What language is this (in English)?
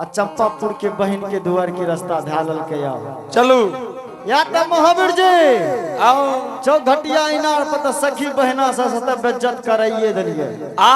Angika